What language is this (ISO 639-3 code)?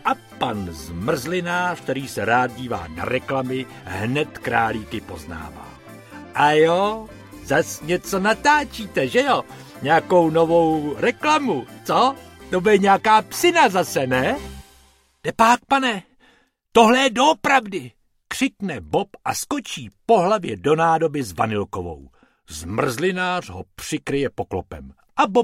ces